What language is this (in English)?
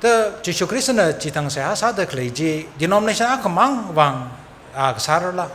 Tangkhul Naga (India)